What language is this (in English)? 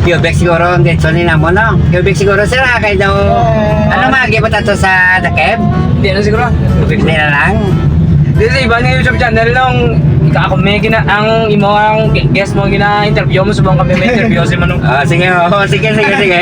Hiligaynon